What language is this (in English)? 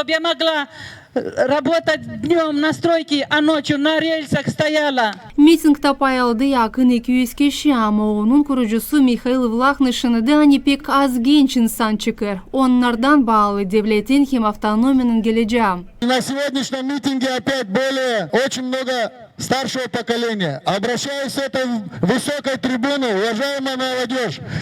Gagauz